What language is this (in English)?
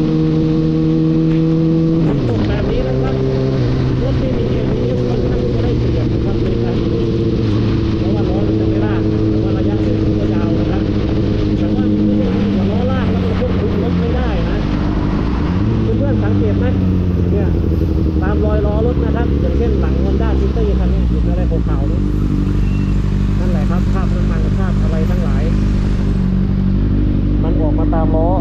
Thai